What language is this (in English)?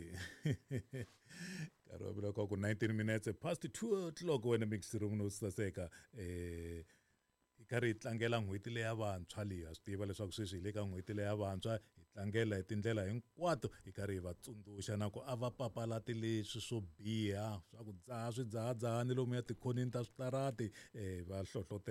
Tsonga